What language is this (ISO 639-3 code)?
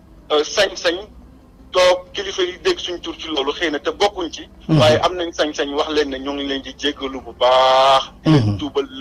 wol